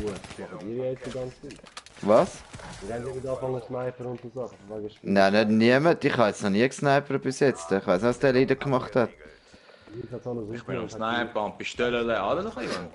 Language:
Swiss German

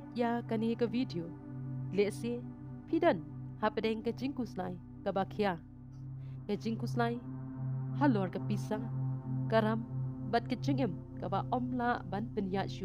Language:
Khasi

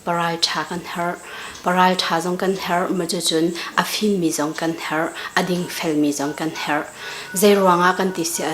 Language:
Hakha Chin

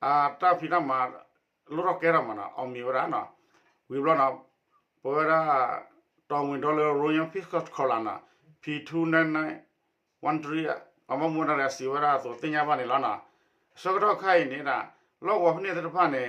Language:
S'gaw Karen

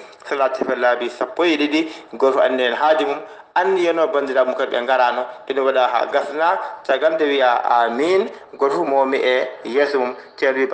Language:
Fula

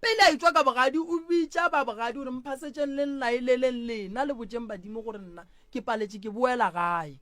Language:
Northern Sotho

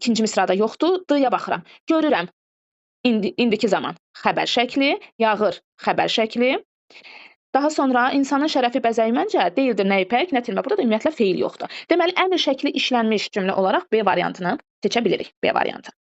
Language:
Azerbaijani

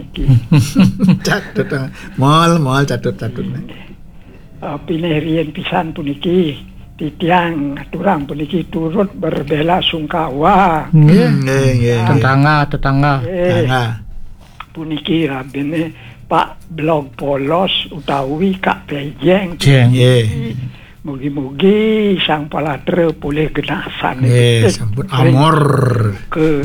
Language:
Balinese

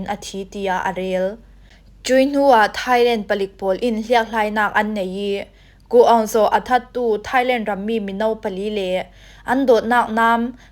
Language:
Falam Chin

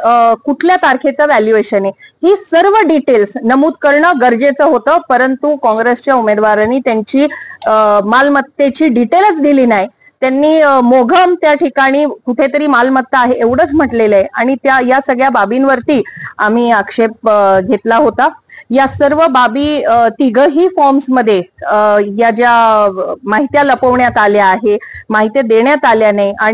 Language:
Marathi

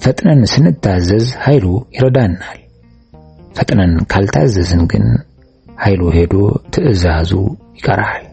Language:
Amharic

